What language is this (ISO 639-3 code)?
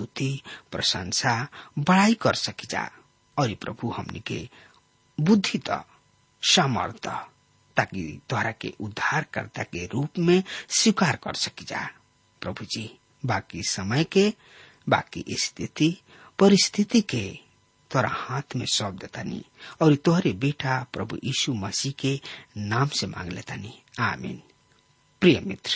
bho